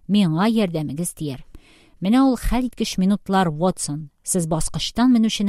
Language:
Tatar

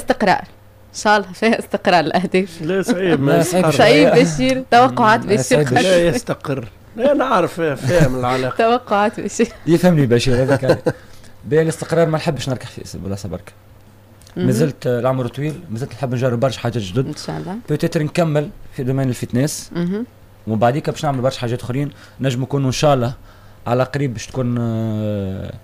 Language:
Tunisian Arabic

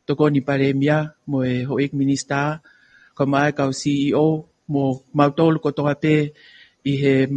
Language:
Tongan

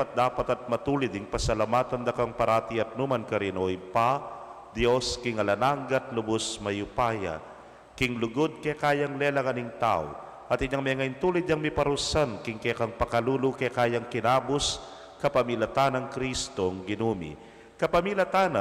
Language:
Pampanga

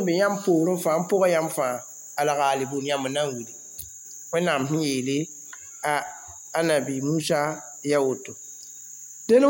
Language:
Mossi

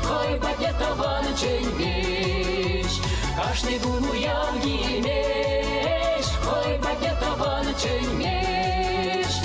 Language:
Chuvash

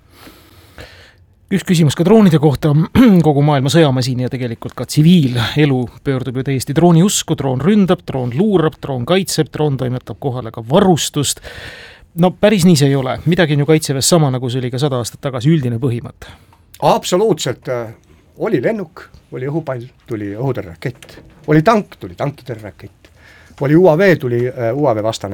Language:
Estonian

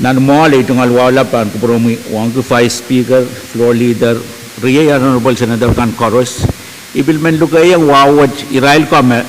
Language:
Pohnpeian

